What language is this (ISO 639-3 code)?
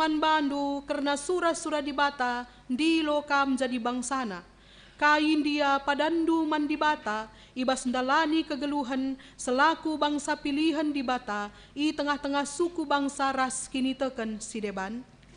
btx